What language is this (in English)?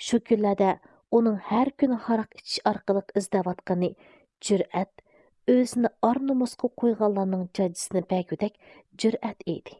Uyghur